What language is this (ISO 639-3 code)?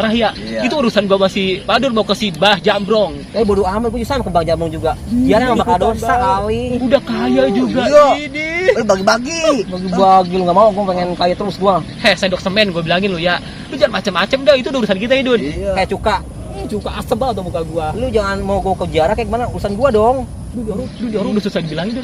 bew